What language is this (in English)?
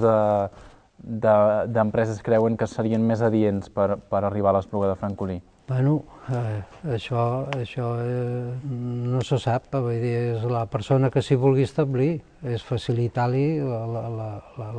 Catalan